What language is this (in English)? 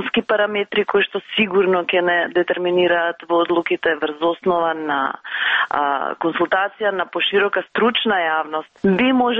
Macedonian